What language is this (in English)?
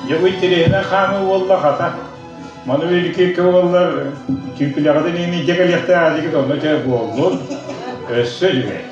Yakut